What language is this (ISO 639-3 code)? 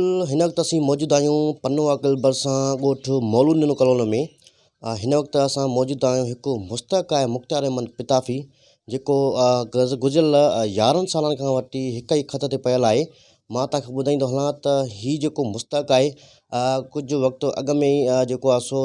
snd